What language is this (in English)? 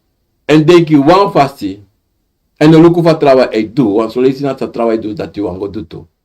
Sranan Tongo